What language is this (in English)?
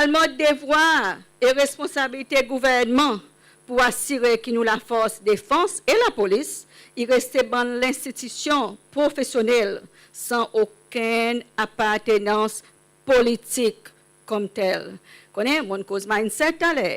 Seselwa Creole French